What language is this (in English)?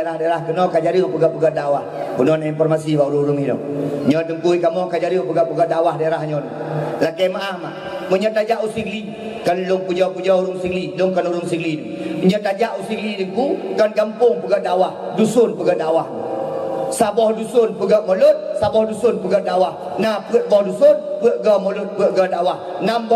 Achinese